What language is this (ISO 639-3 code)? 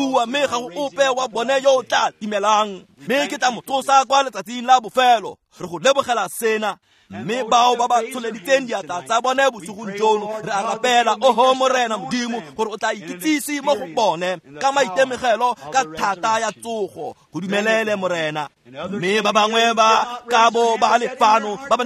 tsn